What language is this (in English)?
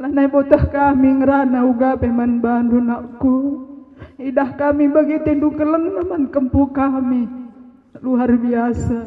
Batak Karo